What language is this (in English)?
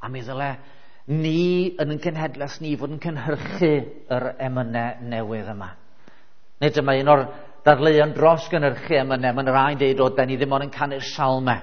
Welsh